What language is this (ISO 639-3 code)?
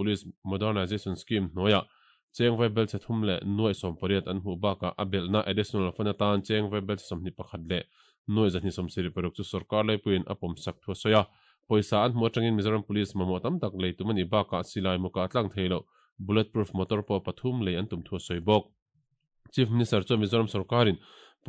lus